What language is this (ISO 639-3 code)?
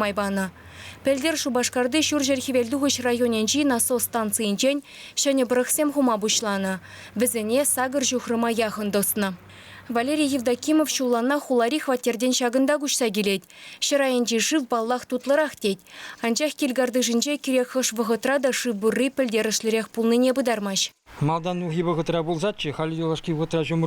chv